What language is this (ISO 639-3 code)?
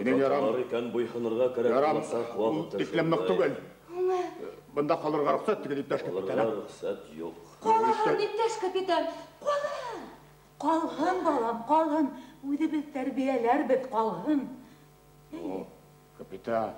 bak